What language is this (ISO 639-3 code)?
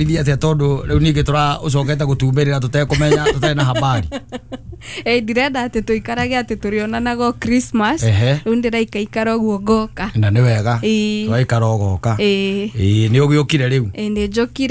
kik